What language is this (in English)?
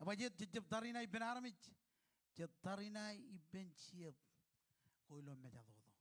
Marshallese